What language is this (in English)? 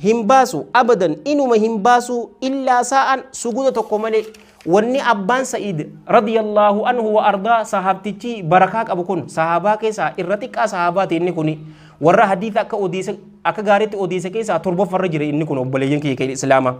Oromo